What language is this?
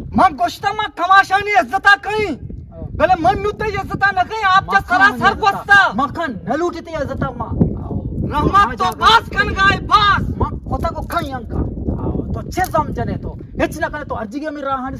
Eastern Balochi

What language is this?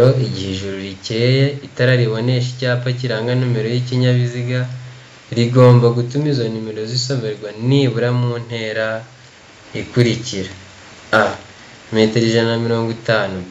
Kinyarwanda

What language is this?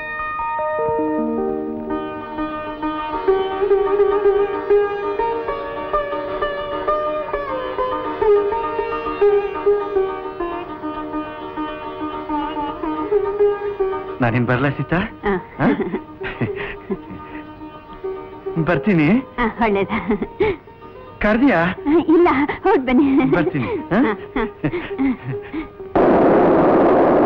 Kannada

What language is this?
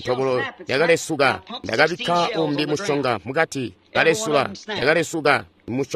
Tonga (Zambia)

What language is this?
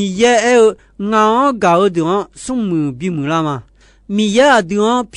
Akha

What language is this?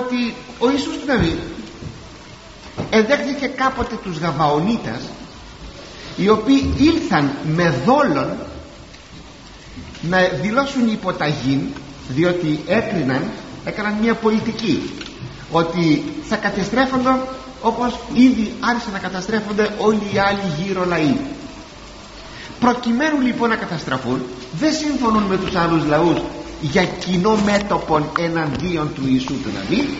Greek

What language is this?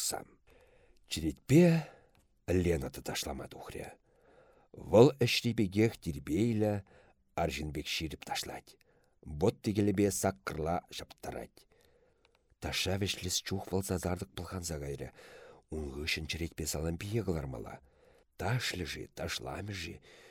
Chuvash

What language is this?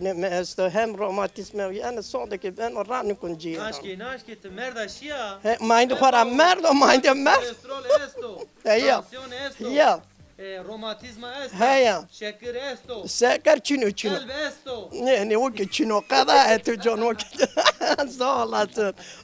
Zaza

